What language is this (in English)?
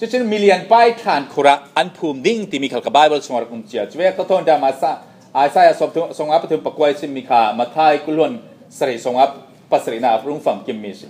Falam Chin